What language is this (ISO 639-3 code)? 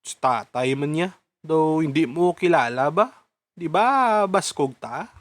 hil